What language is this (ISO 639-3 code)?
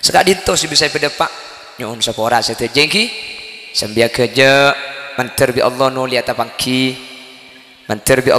mad